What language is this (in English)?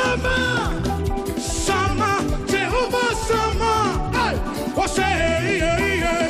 Venda